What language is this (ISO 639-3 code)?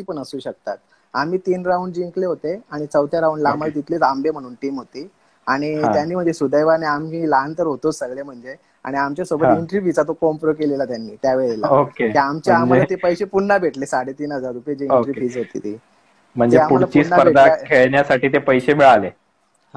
mar